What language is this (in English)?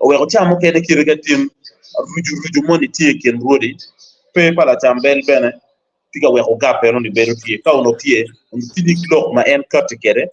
Acoli